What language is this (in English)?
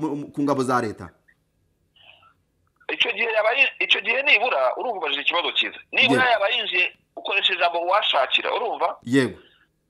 Kinyarwanda